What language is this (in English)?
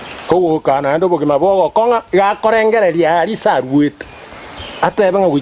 Gusii